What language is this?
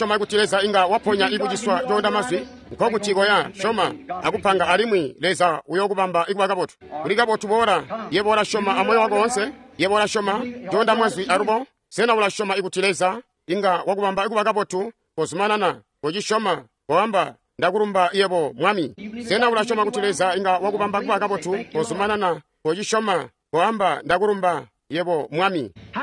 Tonga (Zambia)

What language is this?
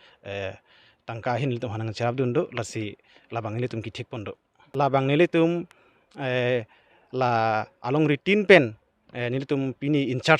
Karbi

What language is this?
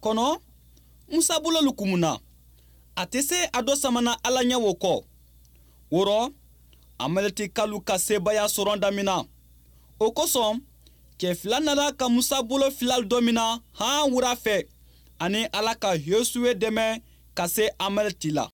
Bambara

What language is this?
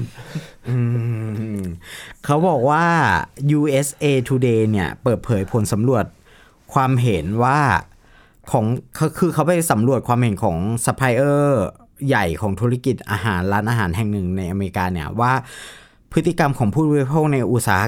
Thai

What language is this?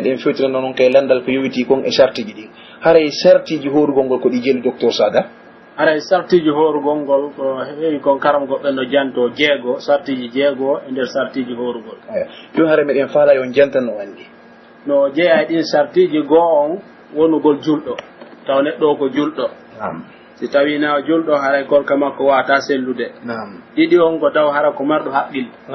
Pular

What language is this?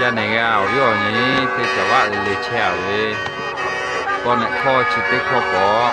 Lahu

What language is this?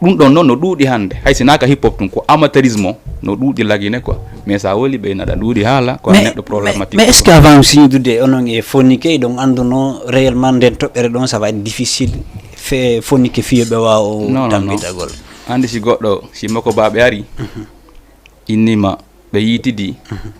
Fula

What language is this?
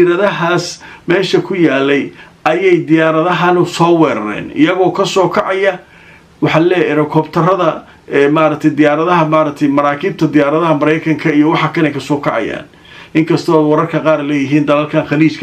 Somali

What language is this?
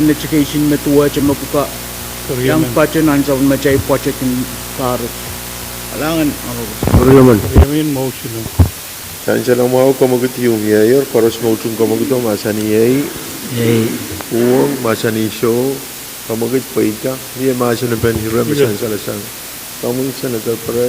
Pohnpeian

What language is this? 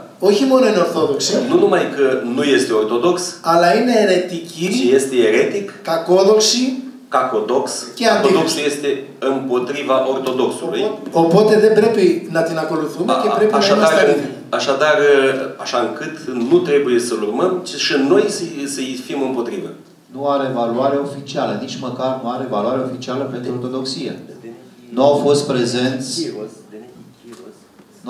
Romanian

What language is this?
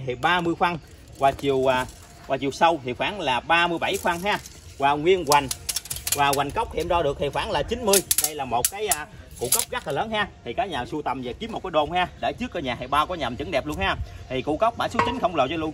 Vietnamese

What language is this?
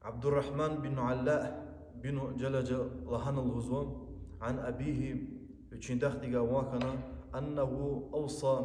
Lezghian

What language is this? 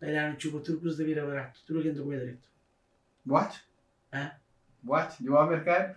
Kabuverdianu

